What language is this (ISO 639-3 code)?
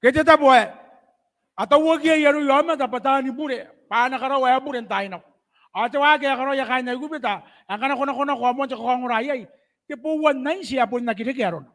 gil